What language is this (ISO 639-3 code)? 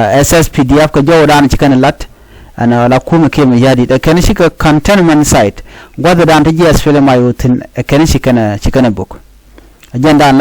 nus